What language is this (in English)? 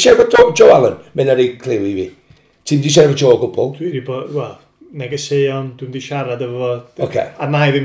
Welsh